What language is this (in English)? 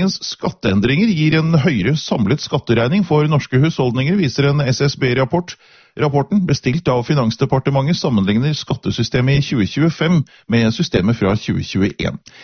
Norwegian